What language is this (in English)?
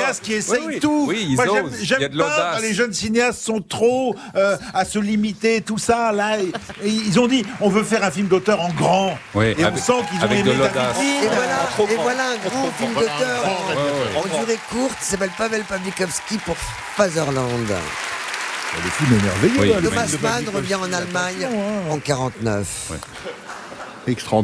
French